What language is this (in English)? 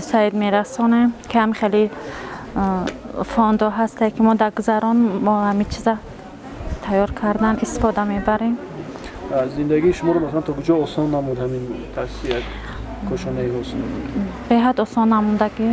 Tajik